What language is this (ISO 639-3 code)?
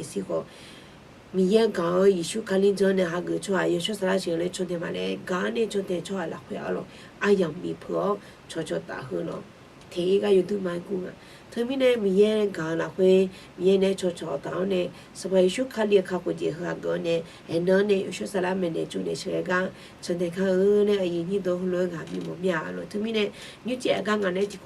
ahk